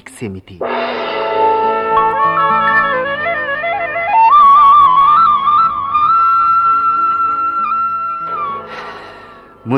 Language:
Odia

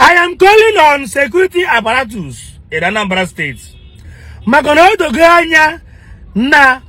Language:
Igbo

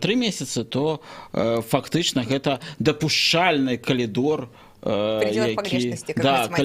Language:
Belarusian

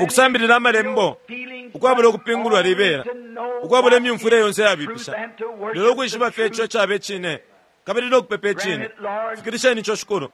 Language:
Bemba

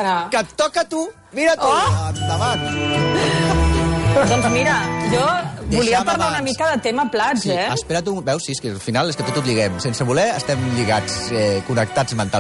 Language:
Catalan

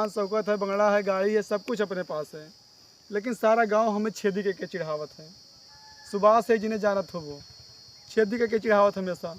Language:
Awadhi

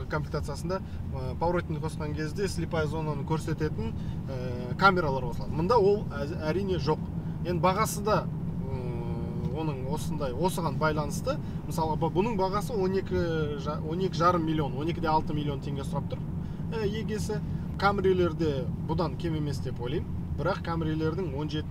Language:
Kazakh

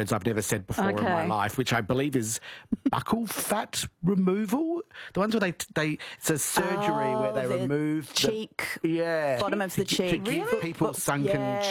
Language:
English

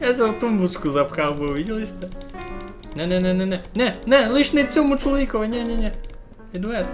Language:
Rusyn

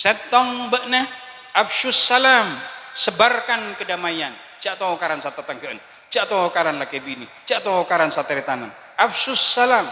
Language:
Madurese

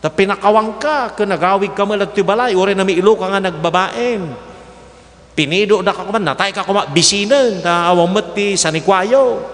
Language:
Iloko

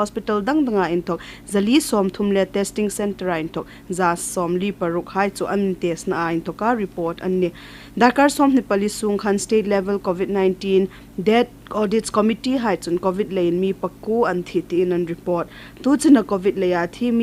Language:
Hmar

